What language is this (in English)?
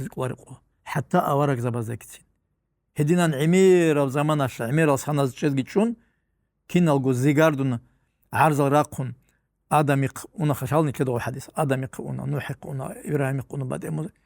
Avaric